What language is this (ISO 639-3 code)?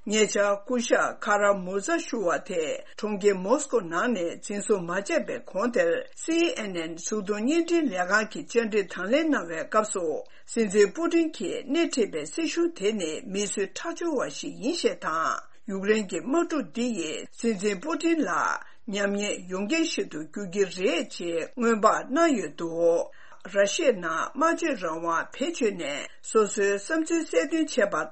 bod